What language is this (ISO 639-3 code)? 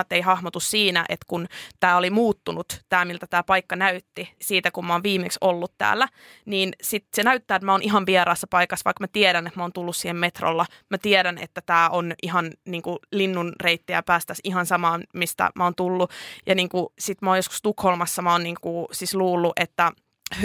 fin